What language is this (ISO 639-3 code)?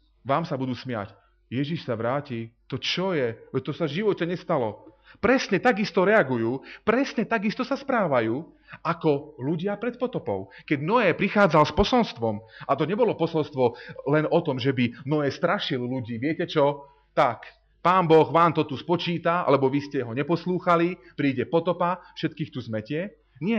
slk